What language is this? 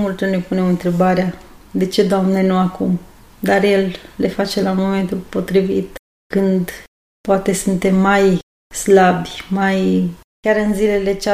Romanian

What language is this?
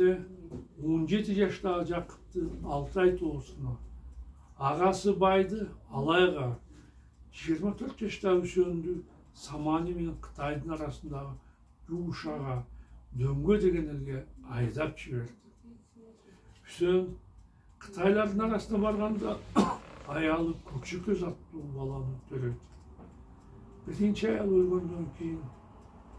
Kyrgyz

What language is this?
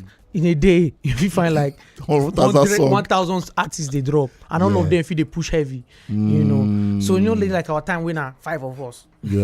Nigerian Pidgin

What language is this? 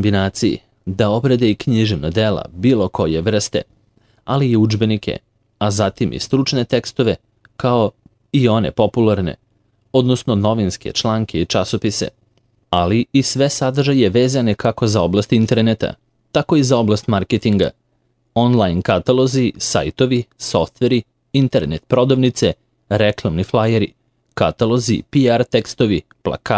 Serbian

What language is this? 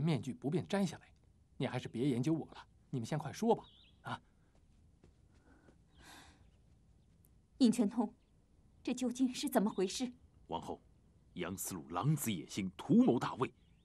Chinese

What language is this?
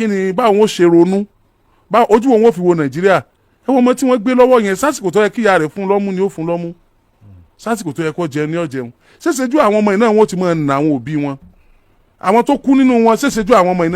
Yoruba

